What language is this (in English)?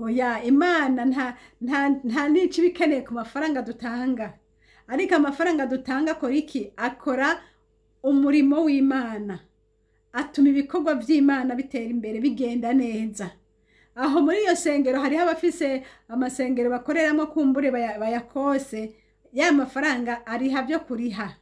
Rundi